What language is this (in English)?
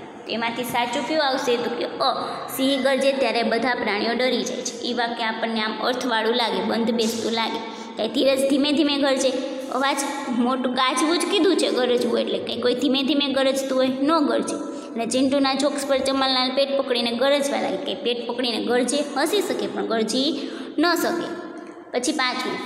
Gujarati